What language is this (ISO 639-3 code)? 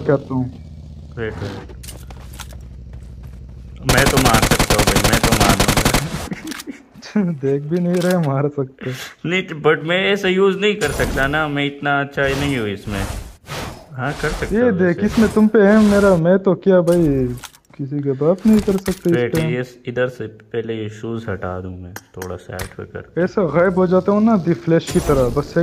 hin